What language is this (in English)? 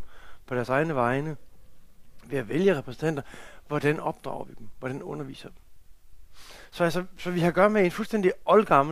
Danish